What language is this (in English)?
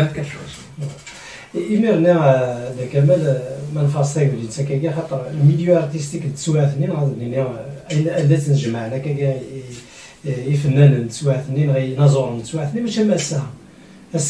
Kabyle